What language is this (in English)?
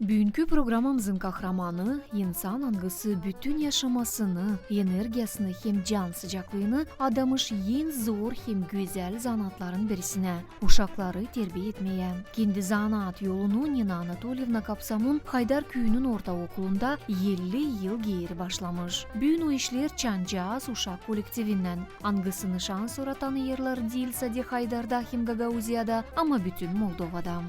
Gagauz